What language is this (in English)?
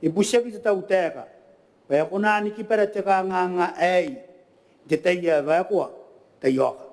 Gilbertese